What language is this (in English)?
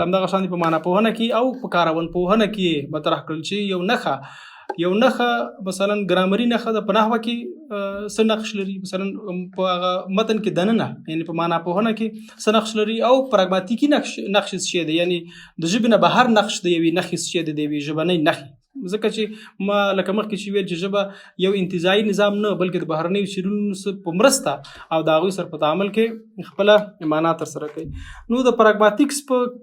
Pashto